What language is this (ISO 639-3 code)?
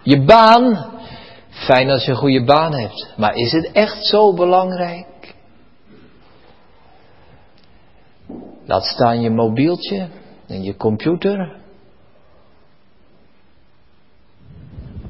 nld